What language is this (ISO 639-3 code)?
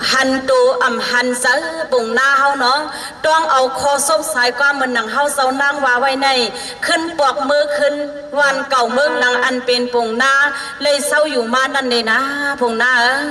shn